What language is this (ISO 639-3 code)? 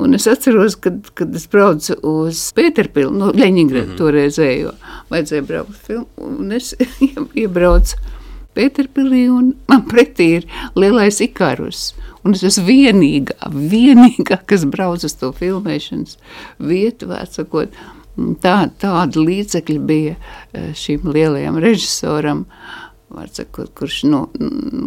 lav